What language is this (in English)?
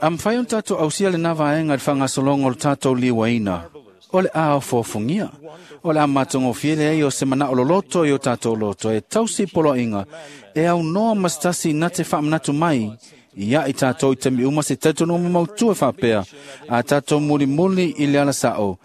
Samoan